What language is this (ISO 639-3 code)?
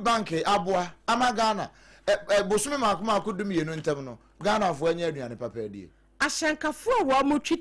aka